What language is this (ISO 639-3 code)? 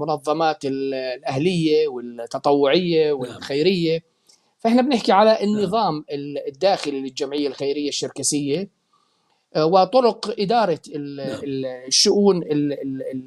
apc